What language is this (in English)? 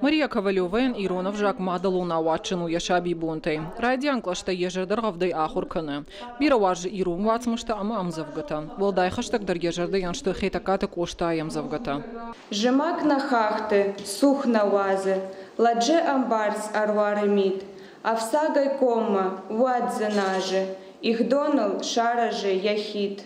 Ossetic